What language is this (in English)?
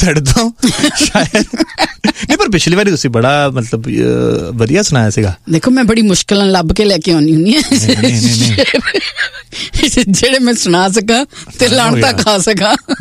Punjabi